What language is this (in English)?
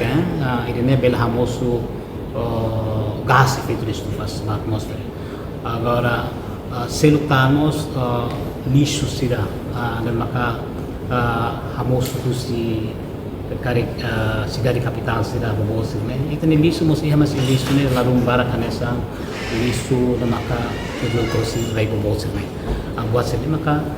Tetum